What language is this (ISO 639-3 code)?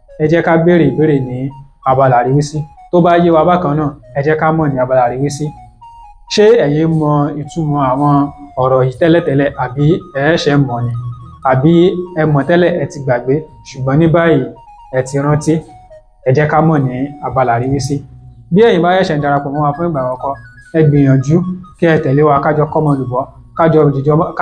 yor